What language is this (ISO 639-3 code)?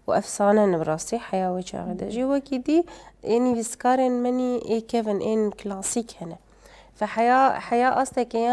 kur